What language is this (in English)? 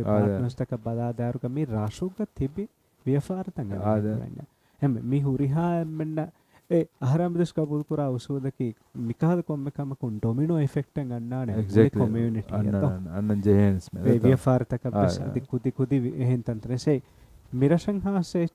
Divehi